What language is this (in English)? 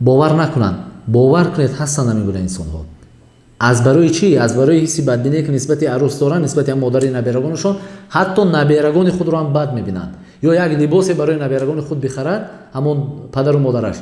Tajik